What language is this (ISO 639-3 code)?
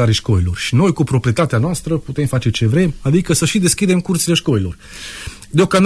ron